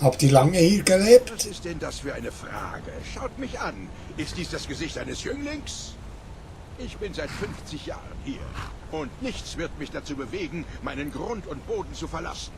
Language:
Swiss German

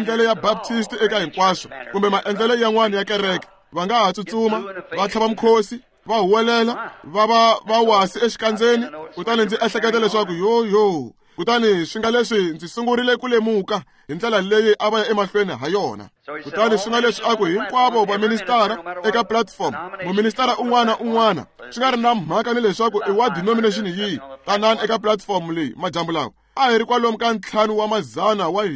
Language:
Tsonga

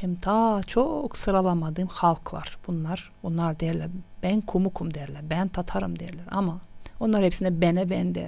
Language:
Gagauz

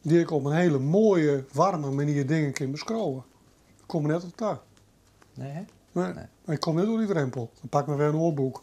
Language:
Western Frisian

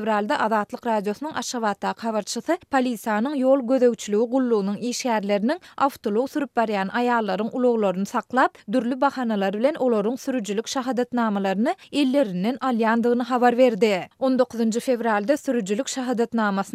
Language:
Turkmen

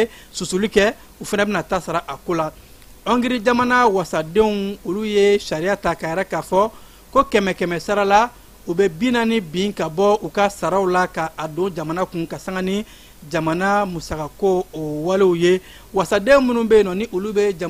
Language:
Bambara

